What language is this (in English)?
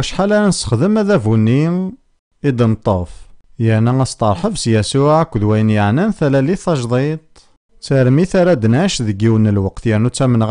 Kabyle